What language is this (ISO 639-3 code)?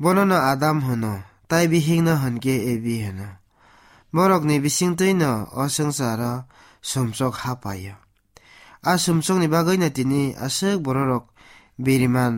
trp